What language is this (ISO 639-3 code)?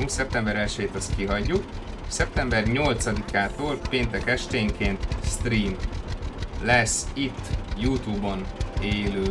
hun